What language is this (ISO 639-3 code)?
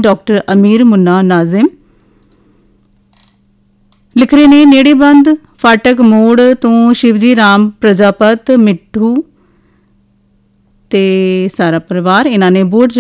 pan